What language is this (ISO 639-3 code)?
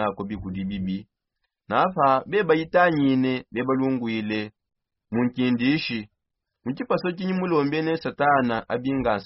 sop